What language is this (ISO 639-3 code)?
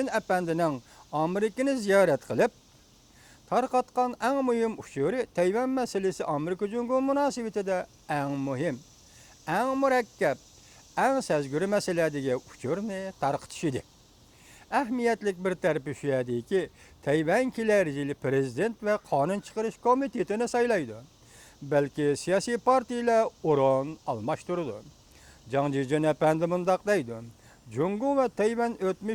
uig